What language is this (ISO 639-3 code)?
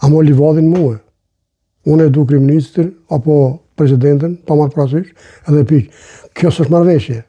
sqi